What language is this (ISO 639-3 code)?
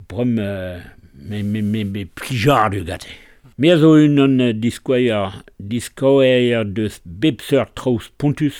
bre